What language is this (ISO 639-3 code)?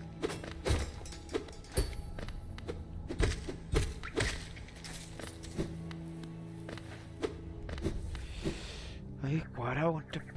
spa